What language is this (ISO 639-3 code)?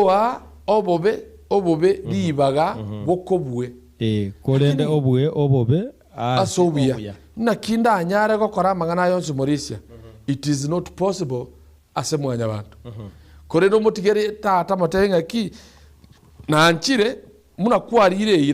guz